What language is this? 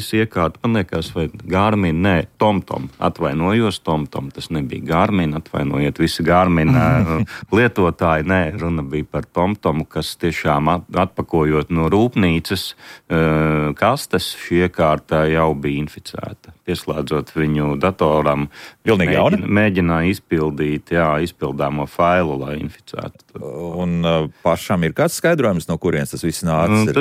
Latvian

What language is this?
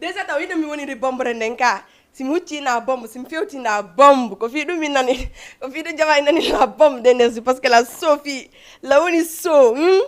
Fula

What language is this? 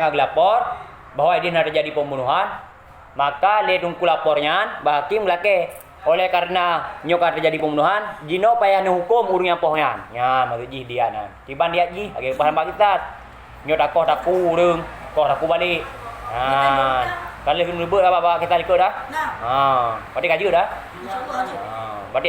Achinese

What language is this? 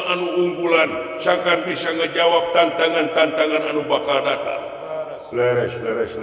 Sundanese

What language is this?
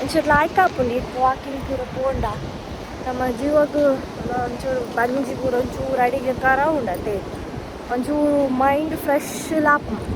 Tulu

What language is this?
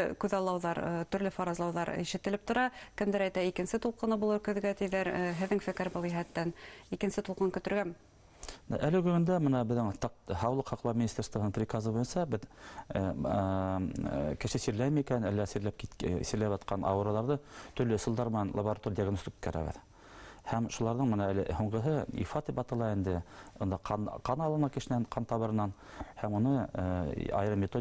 Bashkir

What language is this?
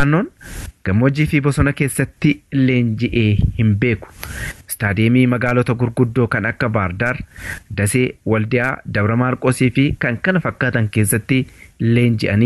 Oromo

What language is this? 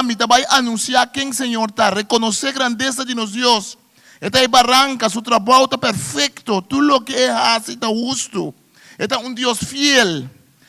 Papiamento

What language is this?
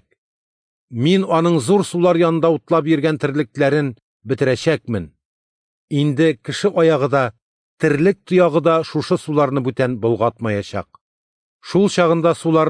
Tatar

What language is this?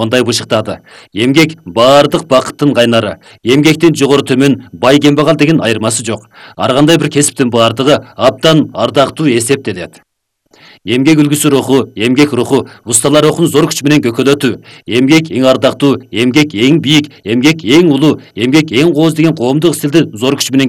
Kyrgyz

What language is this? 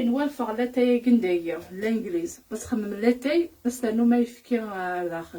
Kabyle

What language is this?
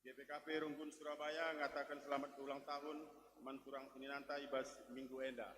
Batak Karo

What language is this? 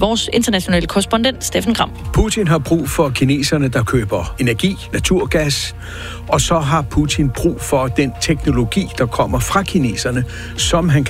Danish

